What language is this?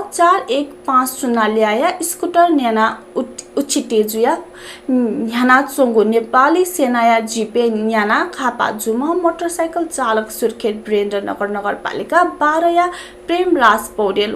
Newari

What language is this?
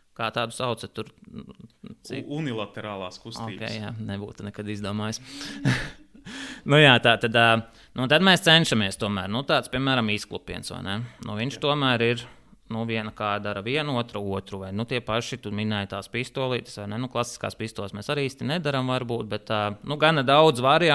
Latvian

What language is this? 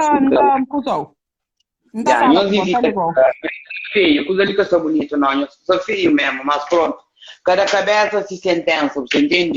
Kabuverdianu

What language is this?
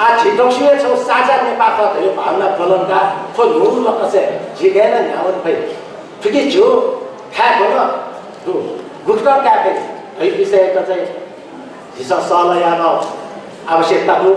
Newari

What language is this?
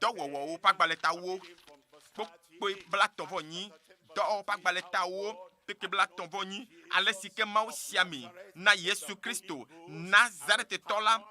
Ewe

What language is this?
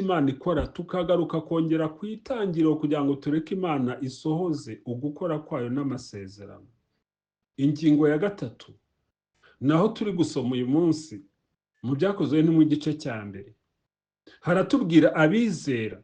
Kinyarwanda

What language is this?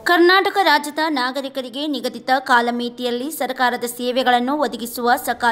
Kannada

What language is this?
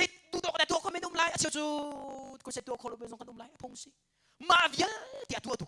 Hakha Chin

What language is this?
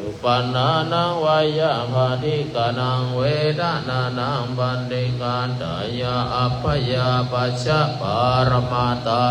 Pali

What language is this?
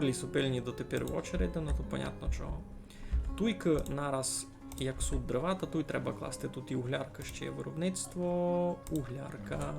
Rusyn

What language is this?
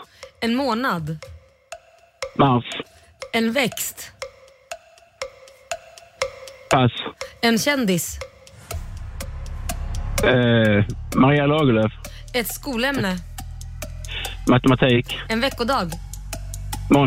Swedish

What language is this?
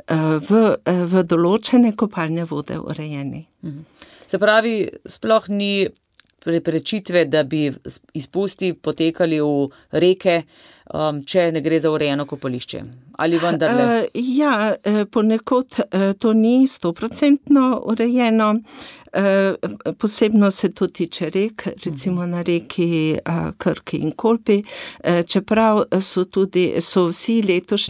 Slovenian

